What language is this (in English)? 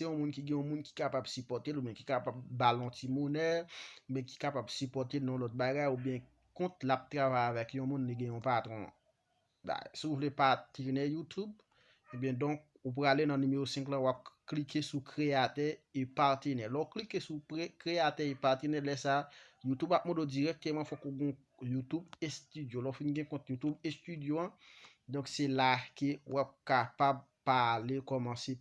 Haitian Creole